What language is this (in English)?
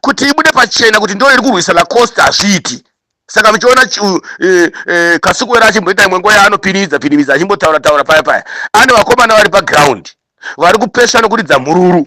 Shona